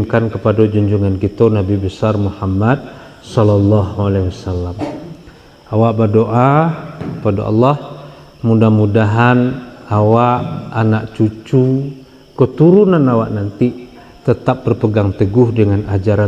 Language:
Minangkabau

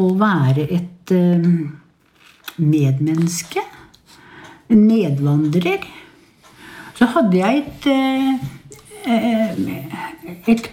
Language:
Norwegian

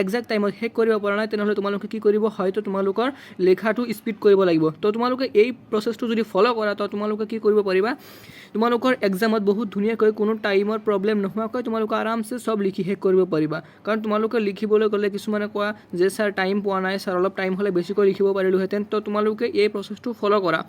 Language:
Assamese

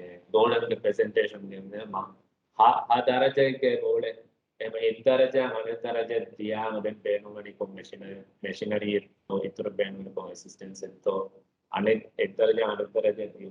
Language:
Divehi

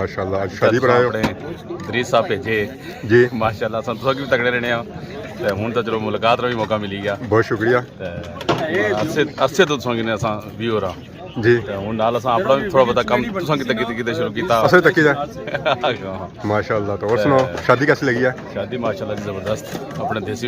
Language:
Pahari-Potwari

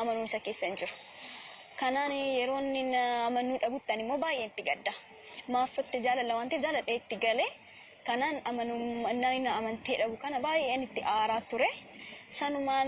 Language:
Oromo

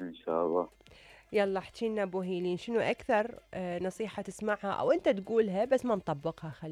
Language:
Mesopotamian Arabic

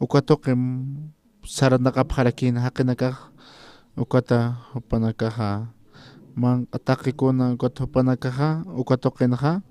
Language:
Aymara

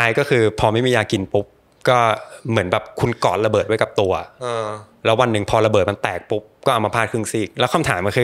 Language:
Thai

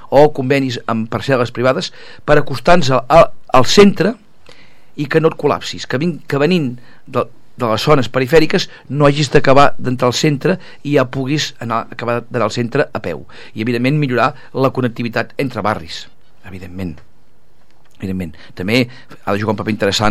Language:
Catalan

